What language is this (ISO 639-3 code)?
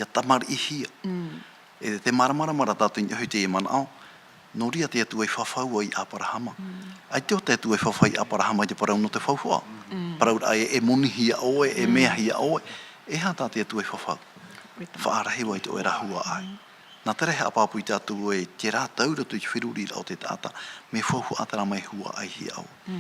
tah